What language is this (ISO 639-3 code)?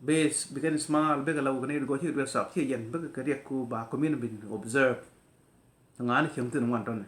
nus